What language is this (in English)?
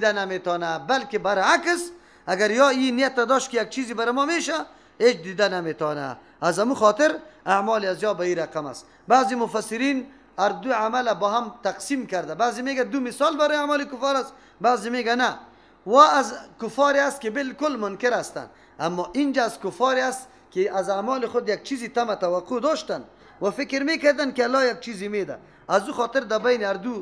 Persian